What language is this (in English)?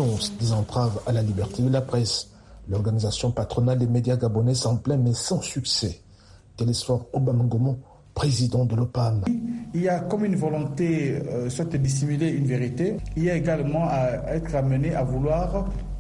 French